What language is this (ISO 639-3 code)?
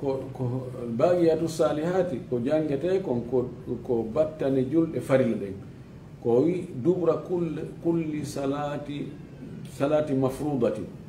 ful